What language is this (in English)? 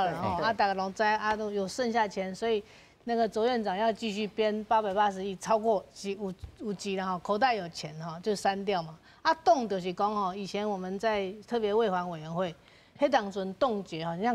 Min Nan Chinese